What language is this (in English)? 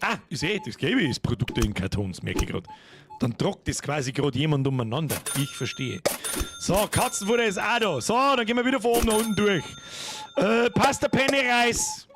Bavarian